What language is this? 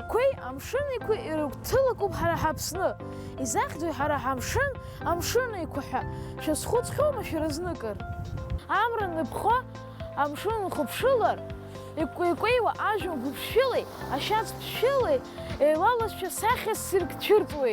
Abkhazian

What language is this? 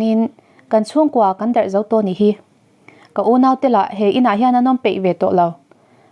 Mizo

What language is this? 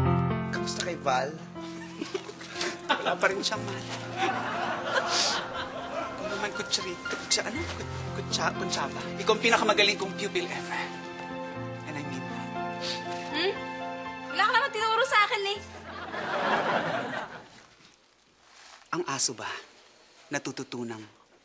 Filipino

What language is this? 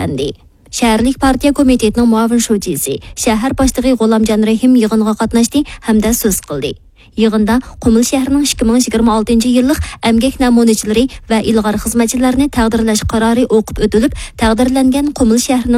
Uyghur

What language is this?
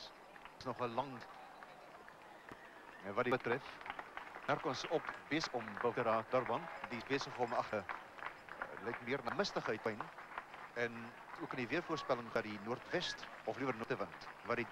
Afrikaans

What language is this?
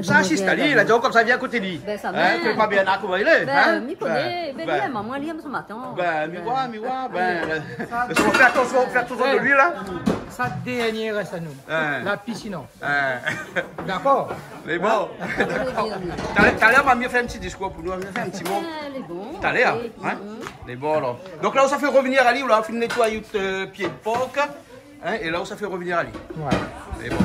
Réunion Creole French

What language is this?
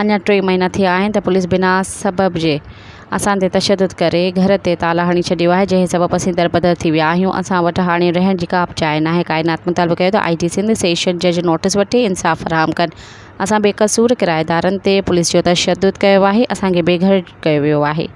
Sindhi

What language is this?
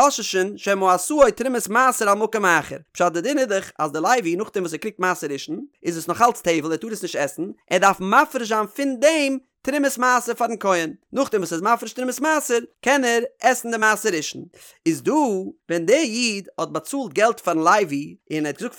Yiddish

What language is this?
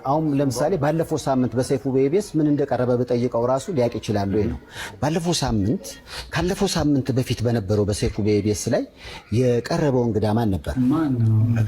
Amharic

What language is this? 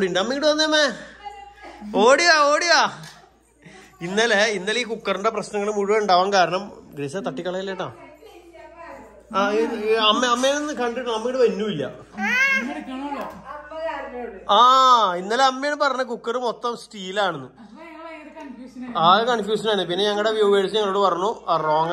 Malayalam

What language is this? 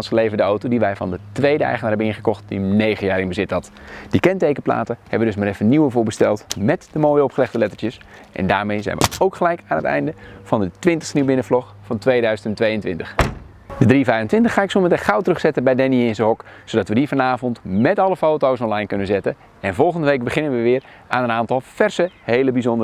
Dutch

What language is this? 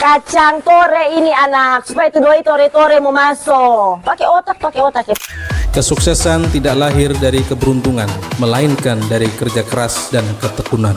Manado Malay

